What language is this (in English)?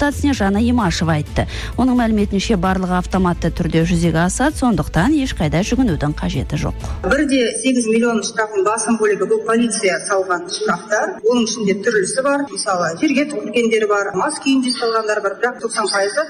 Kazakh